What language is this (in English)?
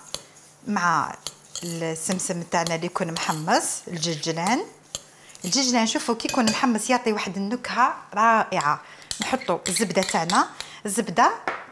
Algerian Arabic